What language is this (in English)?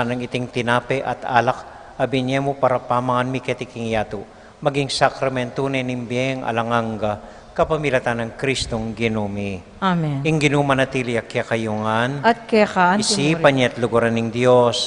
Pampanga